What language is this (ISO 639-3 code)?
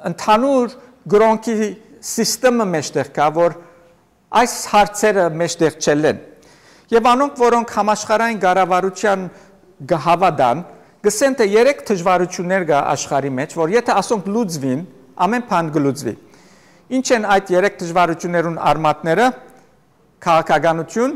hyw